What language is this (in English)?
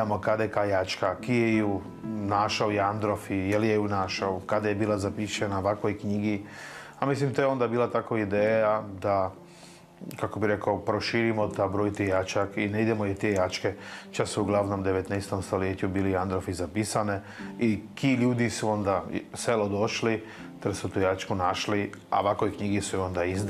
Croatian